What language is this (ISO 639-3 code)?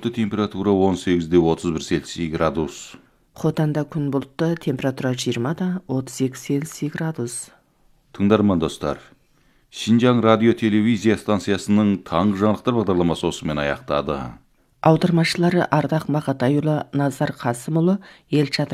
kaz